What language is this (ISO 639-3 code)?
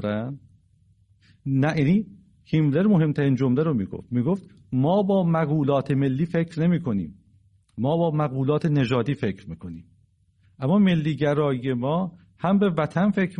fas